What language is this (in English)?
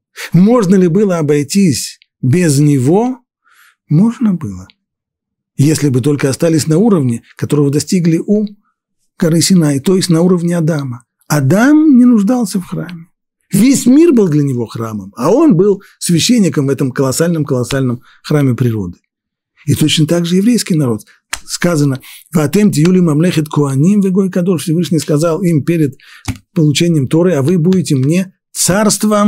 Russian